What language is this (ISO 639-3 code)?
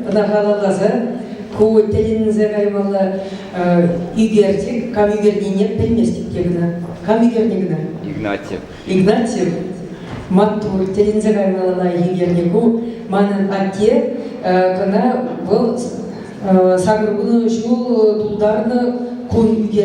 chv